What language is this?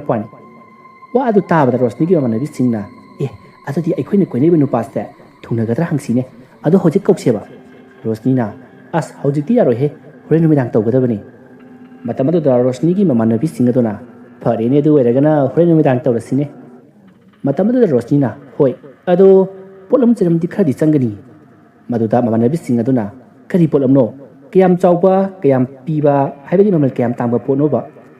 Manipuri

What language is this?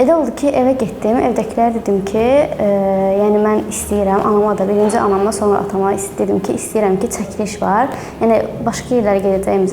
Azerbaijani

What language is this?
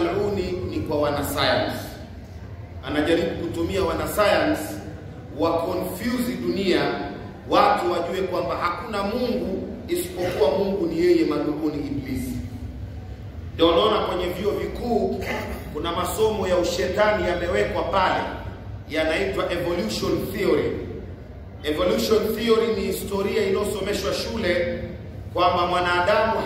Swahili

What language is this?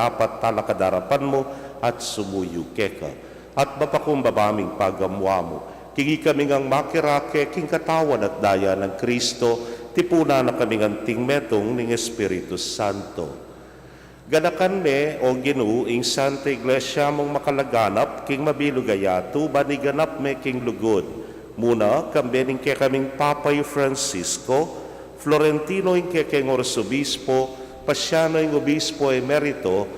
Pampanga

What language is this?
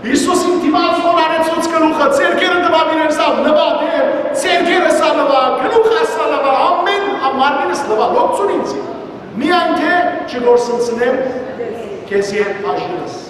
Western Armenian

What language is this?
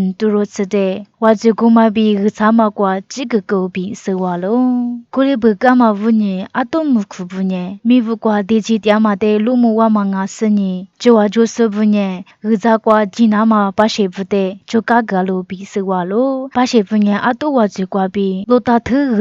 Lisu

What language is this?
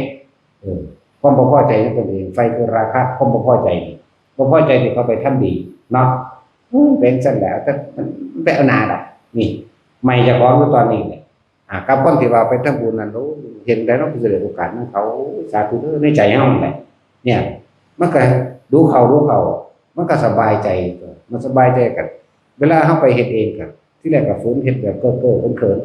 Northeastern Thai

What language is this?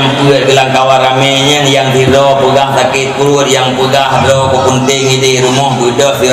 Achinese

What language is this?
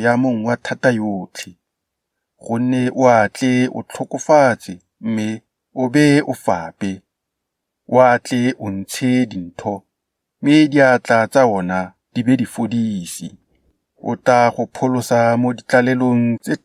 Tswana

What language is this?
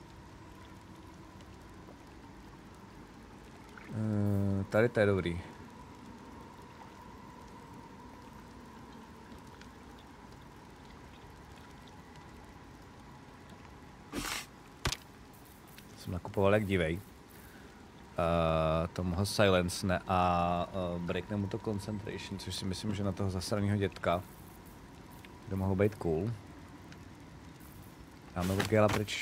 Czech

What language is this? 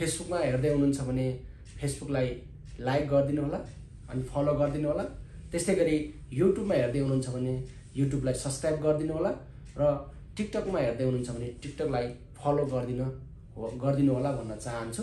Nepali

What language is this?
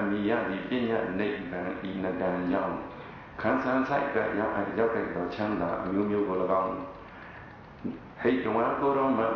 Burmese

